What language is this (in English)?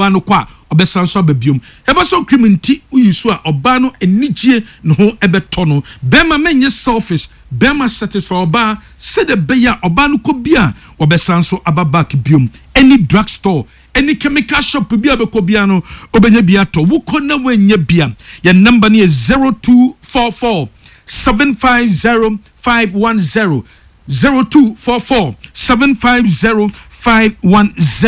Akan